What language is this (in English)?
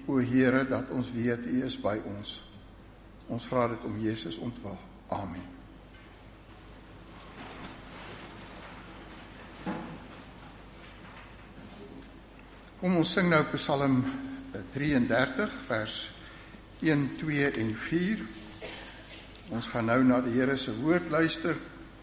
Afrikaans